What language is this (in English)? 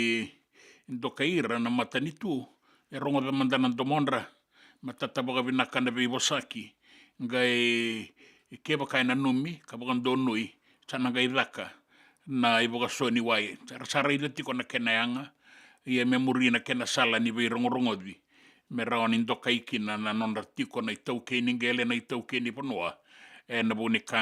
Fijian